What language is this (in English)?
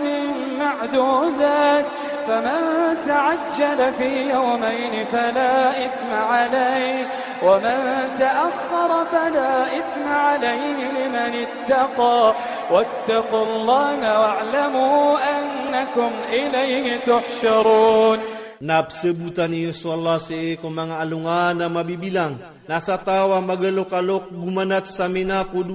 Iranun (Philippines)